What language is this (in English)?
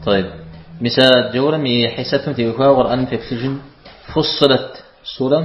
Kabardian